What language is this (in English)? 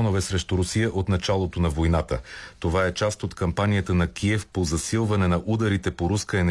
Bulgarian